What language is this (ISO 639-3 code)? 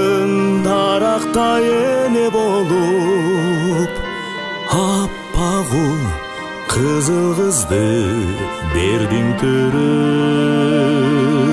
kir